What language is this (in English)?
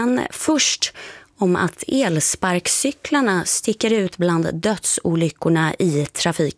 Swedish